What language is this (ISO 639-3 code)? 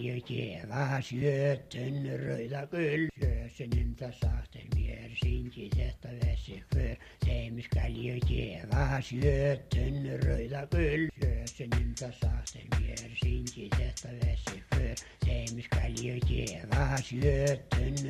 isl